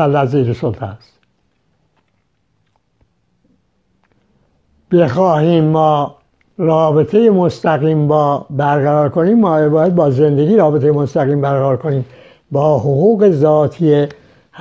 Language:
Persian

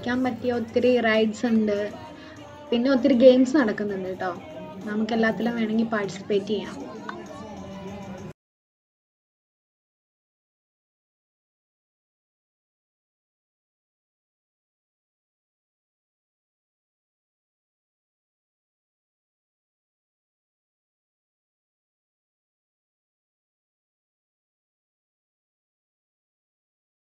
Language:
Malayalam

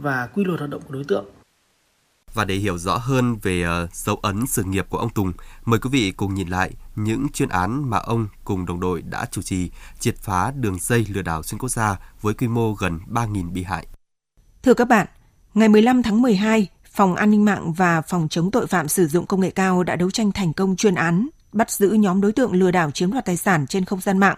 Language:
Vietnamese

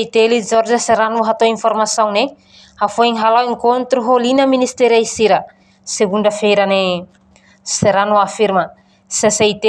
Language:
Tetum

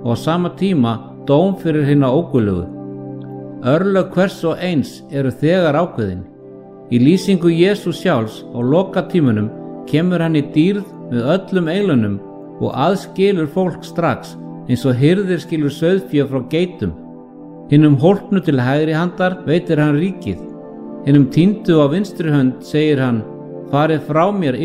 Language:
Icelandic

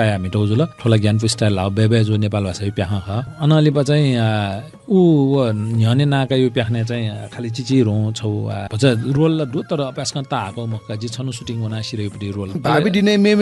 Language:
Newari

